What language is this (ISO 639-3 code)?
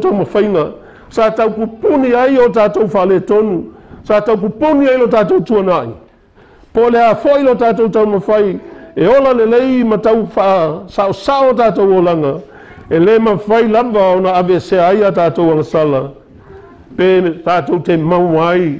smo